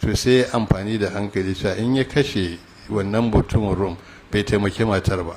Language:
Hausa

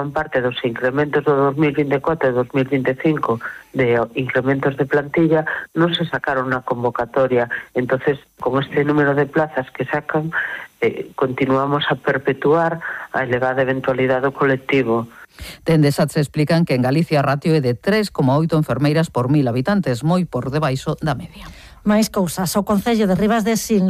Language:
Galician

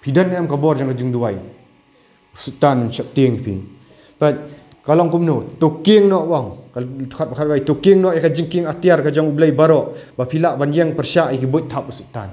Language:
Khasi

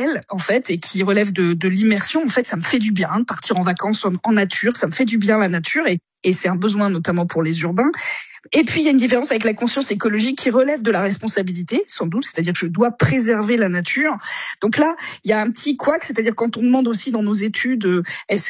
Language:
French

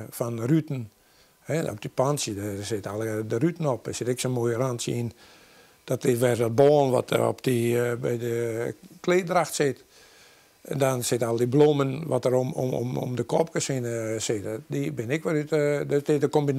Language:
Western Frisian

